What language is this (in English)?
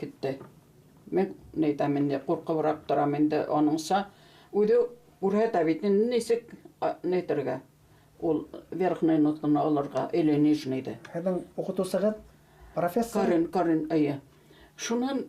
Bashkir